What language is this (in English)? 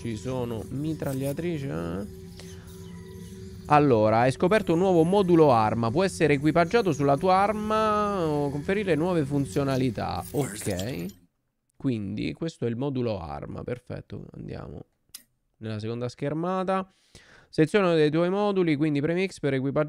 Italian